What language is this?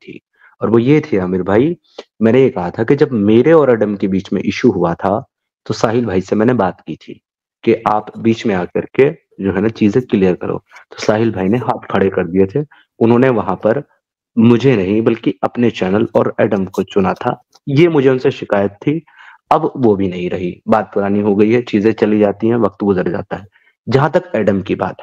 Hindi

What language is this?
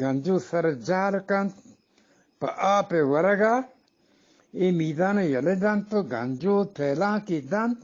Eastern Balochi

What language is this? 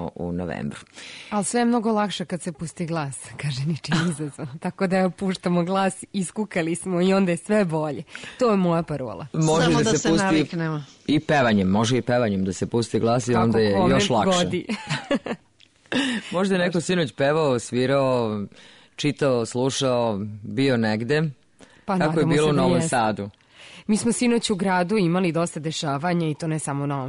Serbian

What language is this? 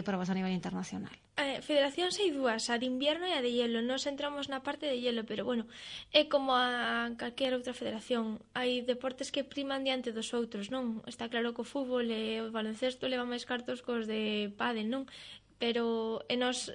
Galician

